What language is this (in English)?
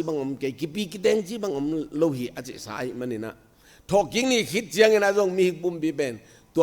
Tedim Chin